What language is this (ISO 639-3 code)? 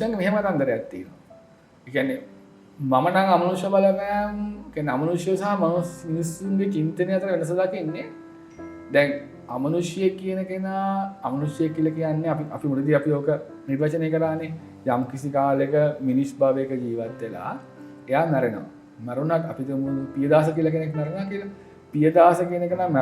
sin